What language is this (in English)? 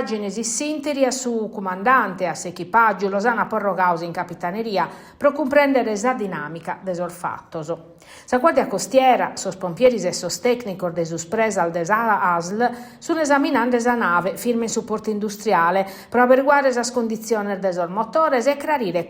Sardinian